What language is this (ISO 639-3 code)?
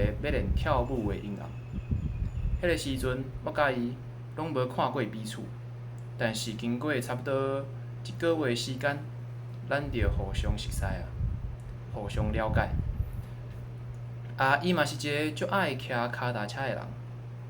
nan